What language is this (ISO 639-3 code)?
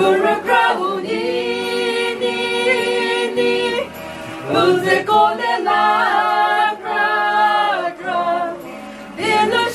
nri